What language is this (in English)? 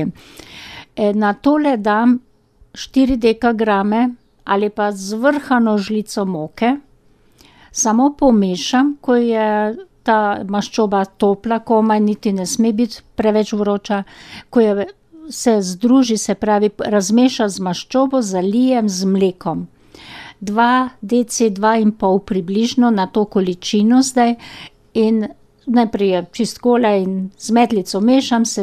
Slovenian